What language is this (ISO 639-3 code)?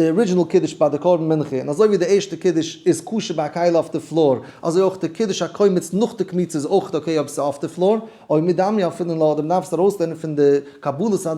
yid